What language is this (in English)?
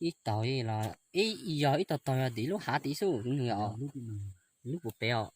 Hmong